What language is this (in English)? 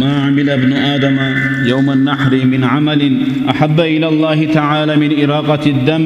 Kumyk